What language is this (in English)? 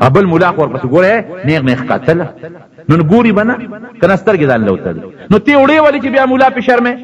Pashto